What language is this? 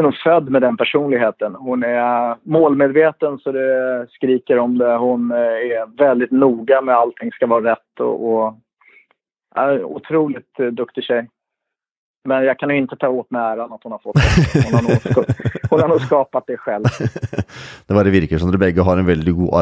Swedish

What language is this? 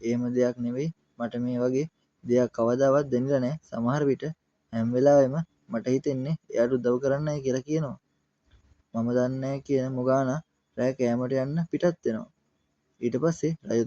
Sinhala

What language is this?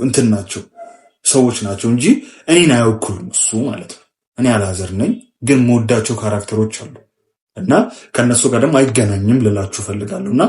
Amharic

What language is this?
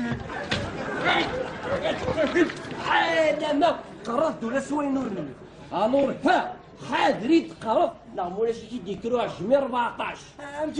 Kabyle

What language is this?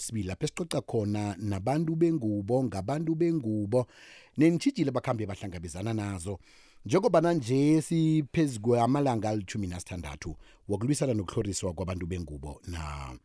South Ndebele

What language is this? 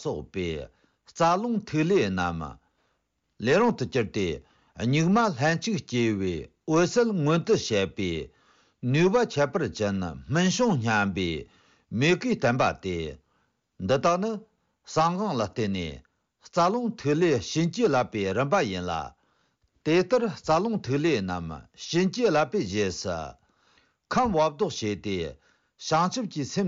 Tibetan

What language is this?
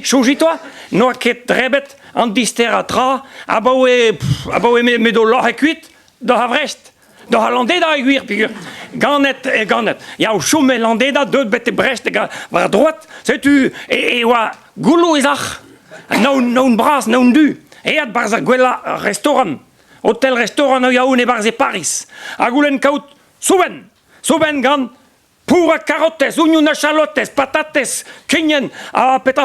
Breton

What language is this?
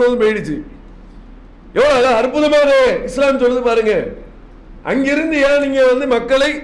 Tamil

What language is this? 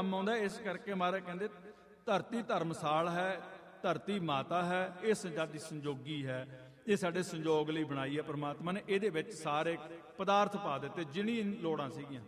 Punjabi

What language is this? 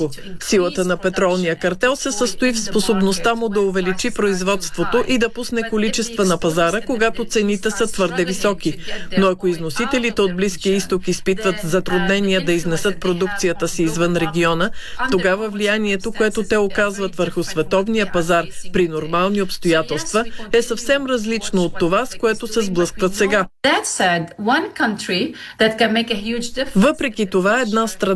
Bulgarian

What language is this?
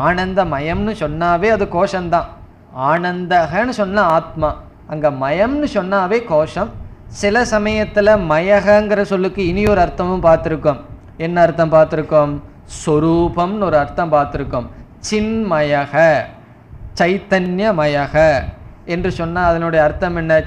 Tamil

